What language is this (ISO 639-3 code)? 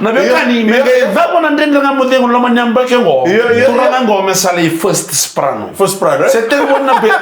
fij